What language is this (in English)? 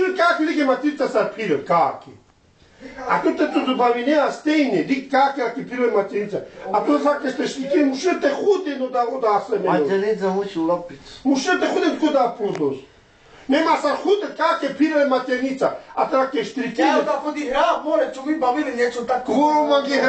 Slovenian